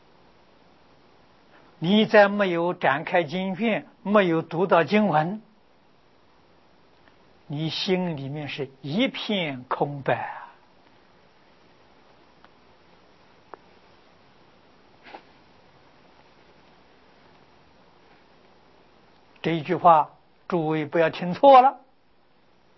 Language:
Chinese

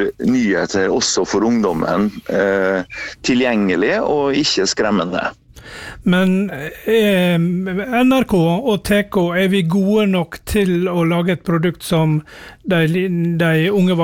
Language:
Norwegian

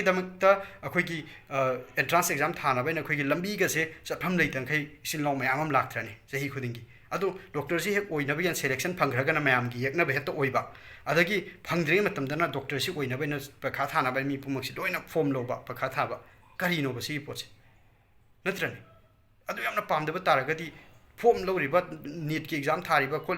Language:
Manipuri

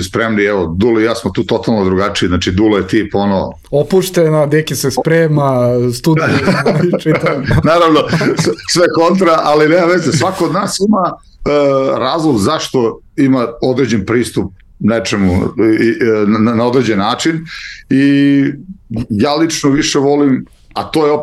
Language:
Serbian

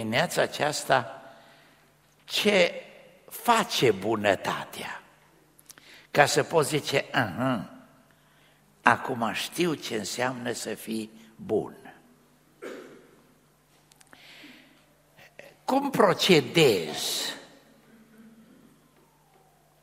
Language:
Romanian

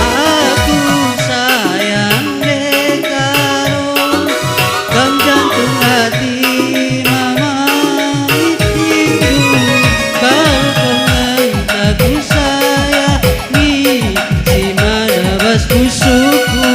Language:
Batak Karo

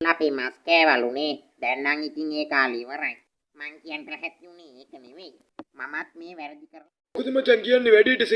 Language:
Sinhala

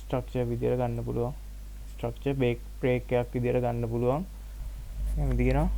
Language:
Sinhala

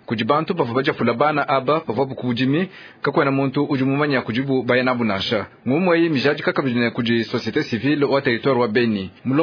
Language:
Luba-Lulua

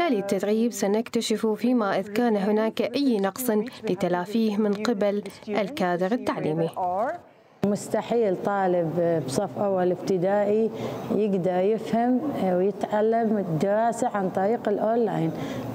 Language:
Mesopotamian Arabic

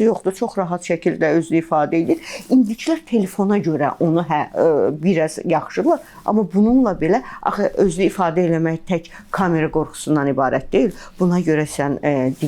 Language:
Azerbaijani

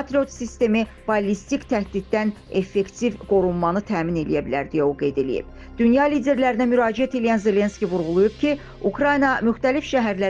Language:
Azerbaijani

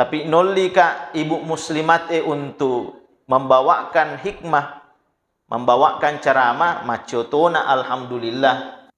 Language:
Buginese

